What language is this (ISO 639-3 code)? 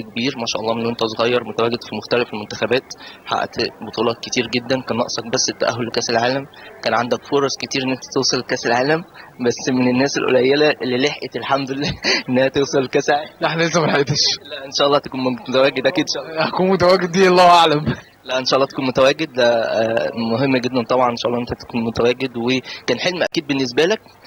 arz